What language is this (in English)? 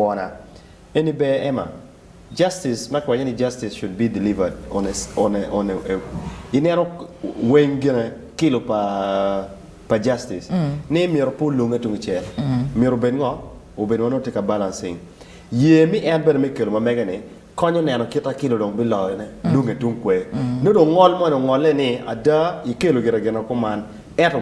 Acoli